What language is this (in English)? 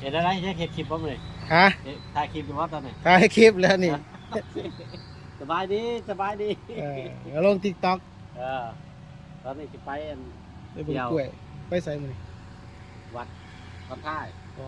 Lao